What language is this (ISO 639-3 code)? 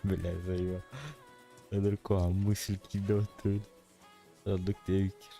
sah